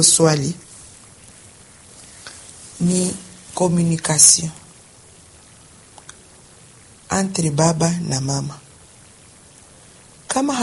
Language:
Swahili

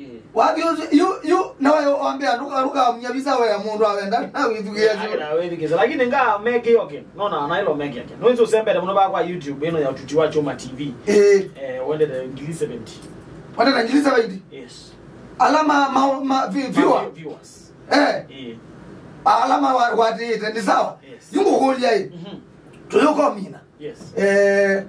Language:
Kamba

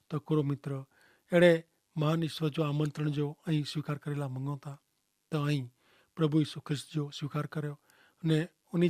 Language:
Kachhi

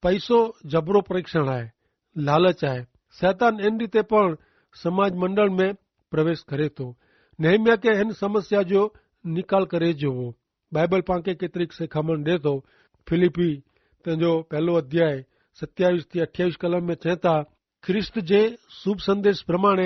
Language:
Kachhi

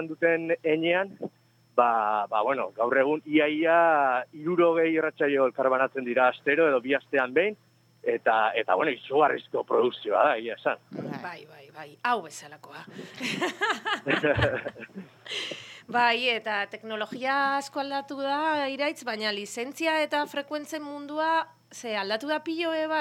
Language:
Basque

